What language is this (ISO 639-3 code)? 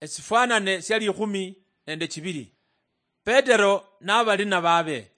luy